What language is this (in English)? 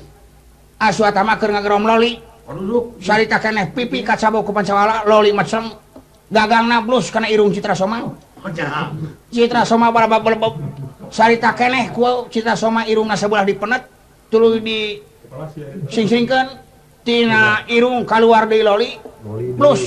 Sundanese